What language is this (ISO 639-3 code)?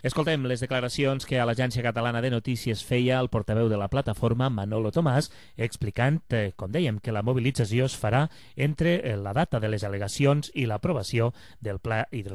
cat